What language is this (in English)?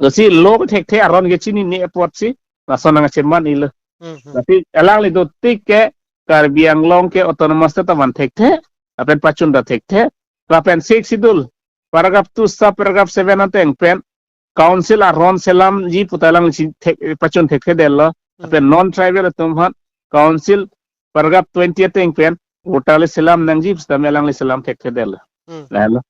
Karbi